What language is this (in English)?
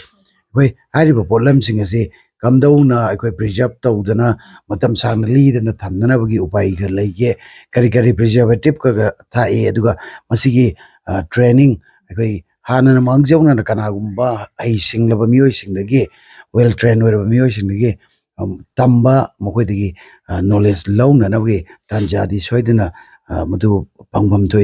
Manipuri